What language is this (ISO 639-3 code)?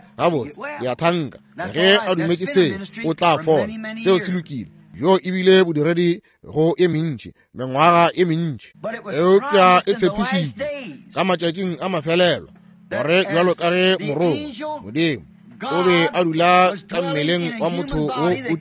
nso